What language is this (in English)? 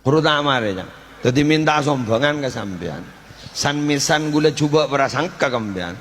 Madurese